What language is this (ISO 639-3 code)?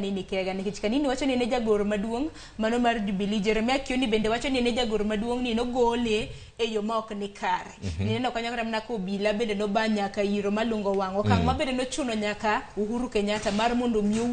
luo